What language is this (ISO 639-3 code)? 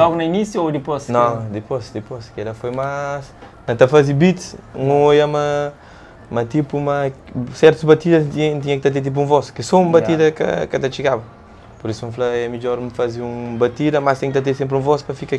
kea